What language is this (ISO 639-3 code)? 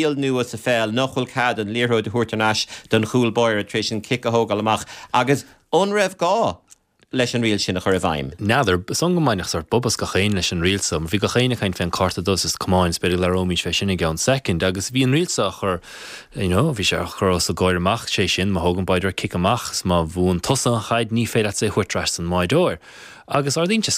gle